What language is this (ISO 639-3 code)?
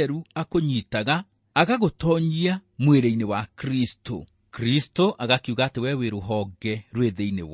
kik